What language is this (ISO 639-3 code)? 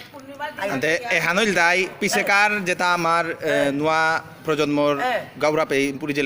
bpy